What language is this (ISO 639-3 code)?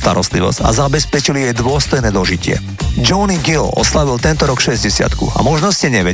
slk